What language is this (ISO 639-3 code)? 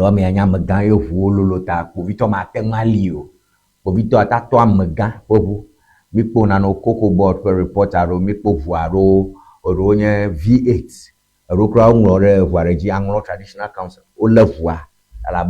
ewe